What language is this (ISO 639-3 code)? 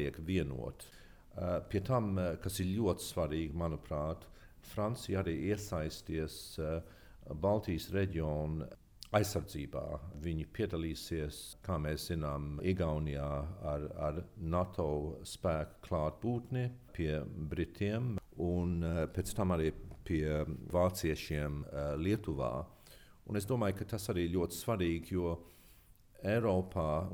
lav